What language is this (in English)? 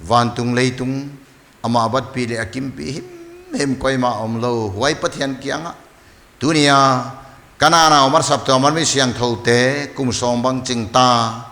Paite Chin